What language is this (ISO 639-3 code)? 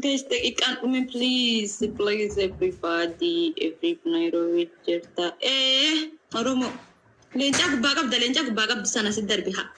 orm